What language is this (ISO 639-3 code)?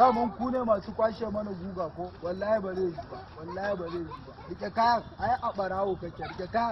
hau